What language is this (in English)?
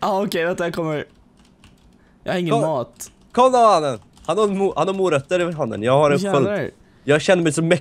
Swedish